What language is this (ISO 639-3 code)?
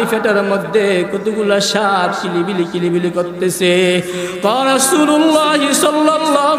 ben